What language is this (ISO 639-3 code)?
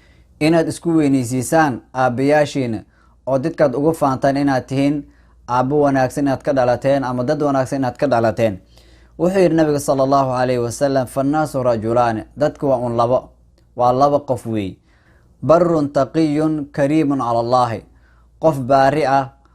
som